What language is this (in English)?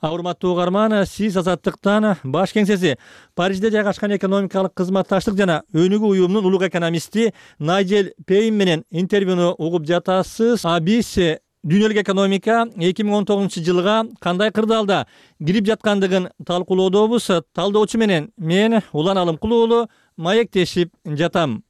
Kyrgyz